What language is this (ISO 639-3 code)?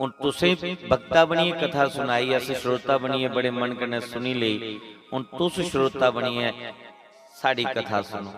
doi